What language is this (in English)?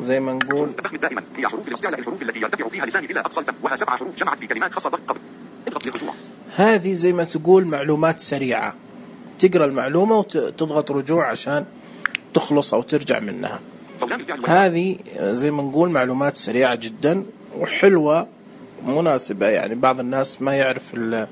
Najdi Arabic